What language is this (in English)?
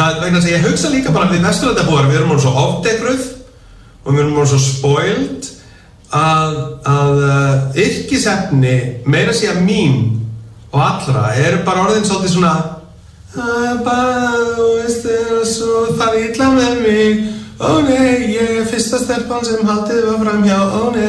Icelandic